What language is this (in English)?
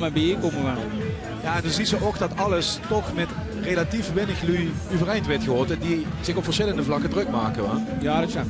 Limburgish